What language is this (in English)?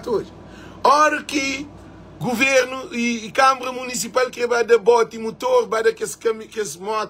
Kabuverdianu